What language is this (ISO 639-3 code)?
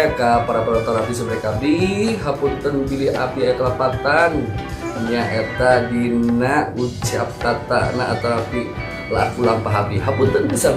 sun